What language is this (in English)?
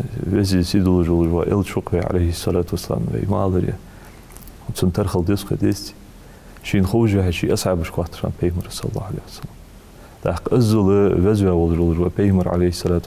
Ingush